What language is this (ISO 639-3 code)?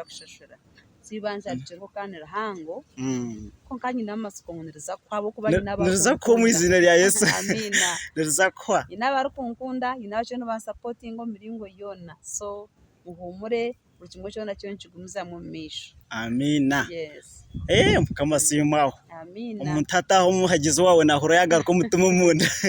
nyn